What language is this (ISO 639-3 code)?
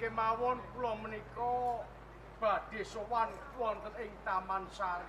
jav